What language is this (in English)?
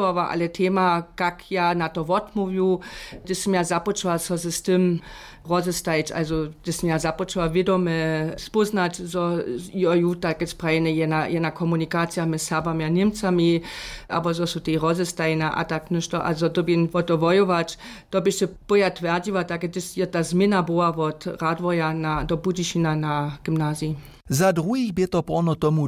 Upper Sorbian